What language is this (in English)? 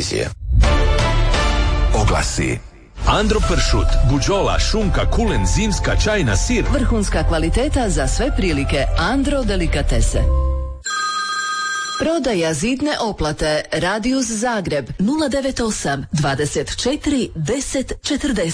Croatian